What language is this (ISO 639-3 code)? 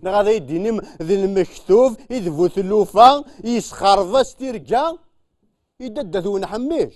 kab